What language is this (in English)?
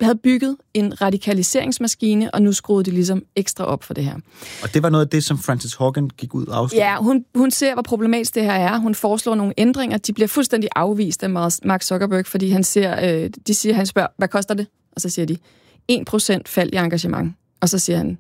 Danish